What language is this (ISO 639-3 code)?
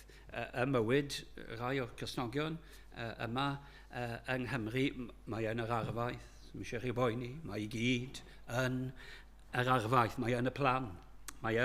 cym